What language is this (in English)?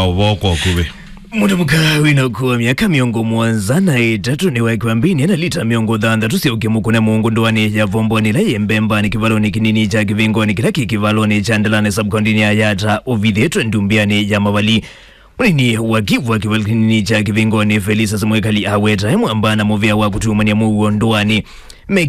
Kamba